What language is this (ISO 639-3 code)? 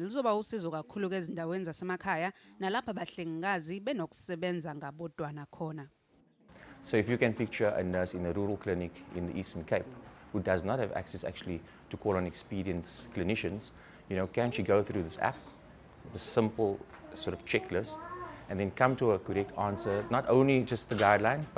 zul